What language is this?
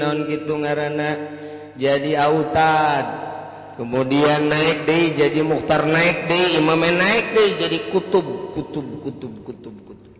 Sundanese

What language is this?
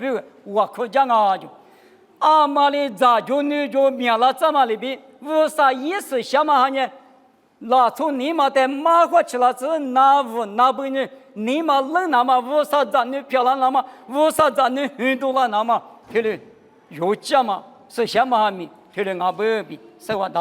Lisu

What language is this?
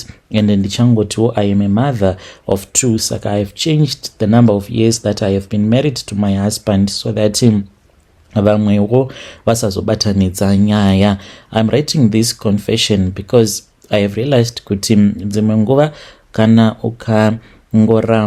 Shona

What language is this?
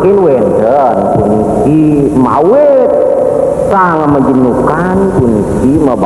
Balinese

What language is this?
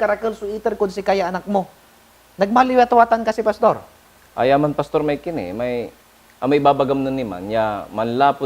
Pangasinan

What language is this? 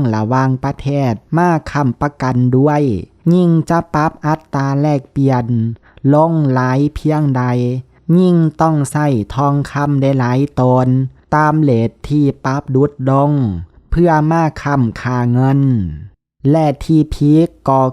Lao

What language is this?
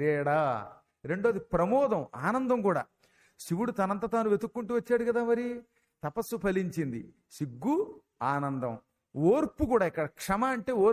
Telugu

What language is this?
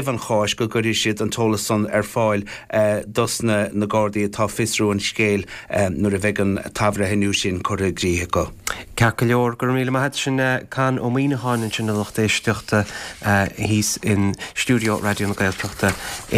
Irish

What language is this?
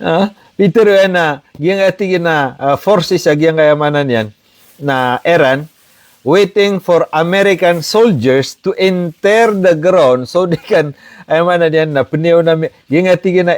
Maranao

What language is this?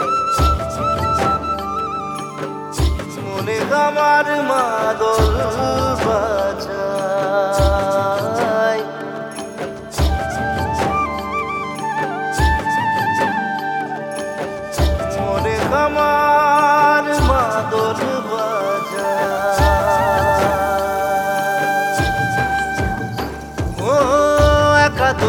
Bangla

